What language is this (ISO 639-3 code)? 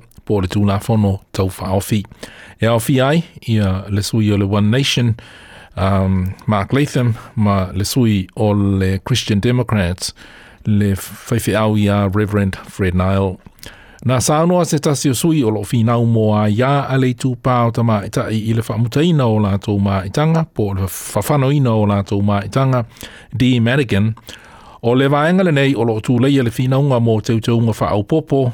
smo